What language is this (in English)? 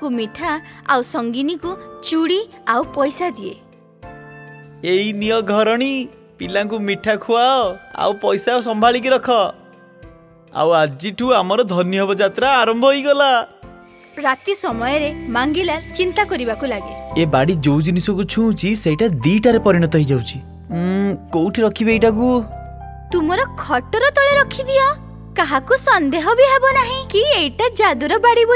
Odia